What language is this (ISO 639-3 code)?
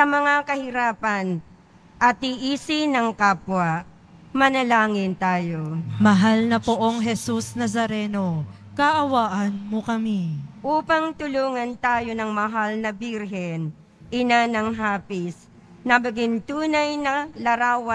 fil